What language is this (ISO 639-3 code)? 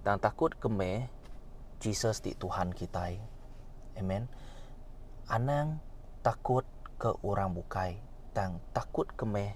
iba